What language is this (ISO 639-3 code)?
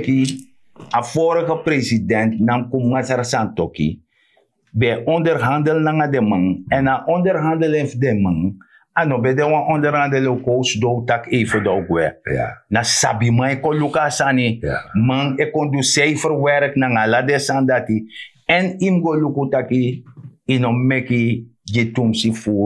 srn